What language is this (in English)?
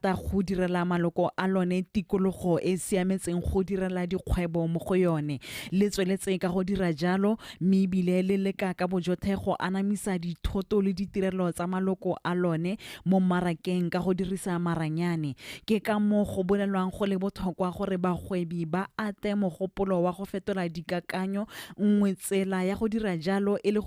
Tswana